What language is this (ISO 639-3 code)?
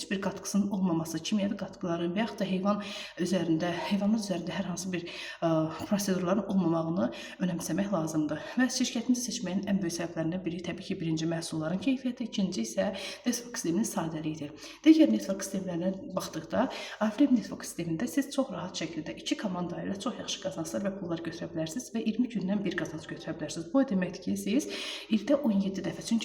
aze